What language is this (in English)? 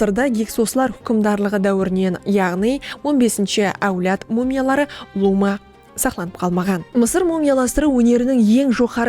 Kara-Kalpak